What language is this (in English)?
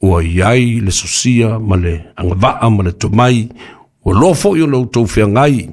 Samoan